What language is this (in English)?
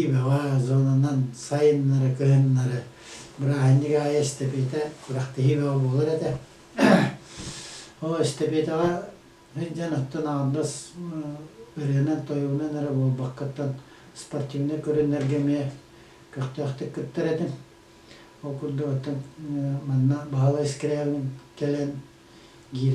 Yakut